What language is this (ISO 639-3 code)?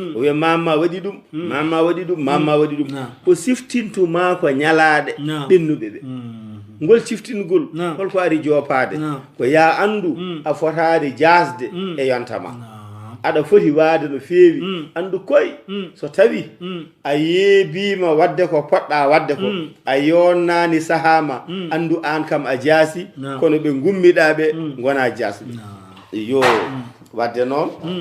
ful